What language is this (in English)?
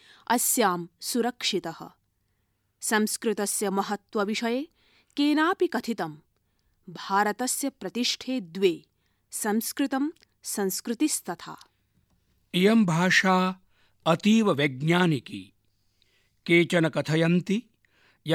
Sanskrit